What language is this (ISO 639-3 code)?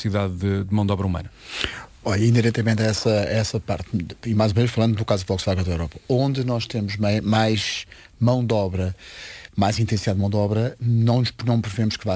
por